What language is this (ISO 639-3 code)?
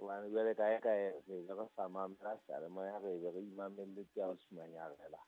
sot